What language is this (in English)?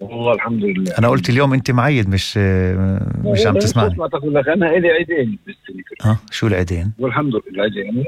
North Levantine Arabic